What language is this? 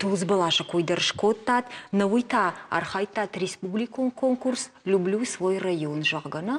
Ossetic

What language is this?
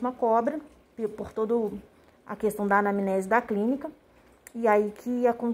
Portuguese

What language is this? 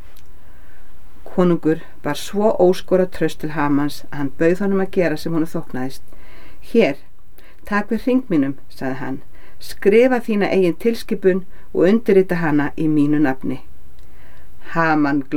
Icelandic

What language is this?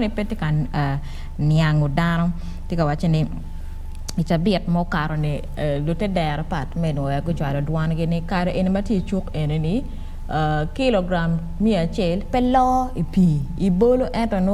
Acoli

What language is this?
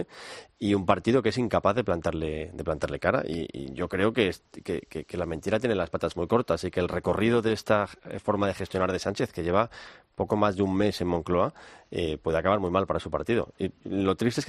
Spanish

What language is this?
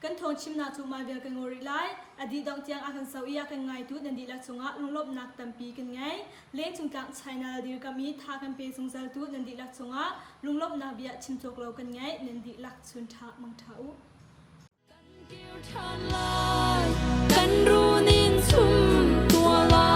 Hakha Chin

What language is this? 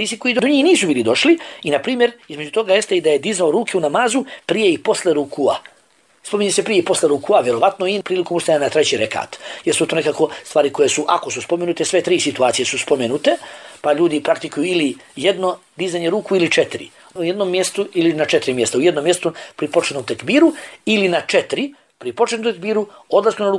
Bosnian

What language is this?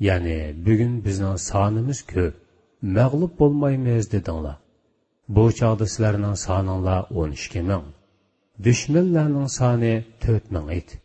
Uyghur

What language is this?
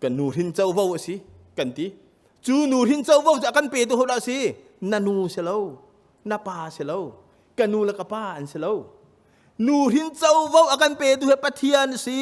Hakha Chin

